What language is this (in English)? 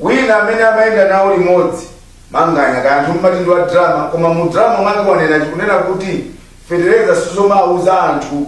Nyanja